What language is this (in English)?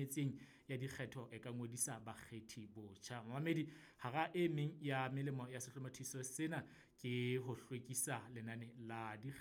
Southern Sotho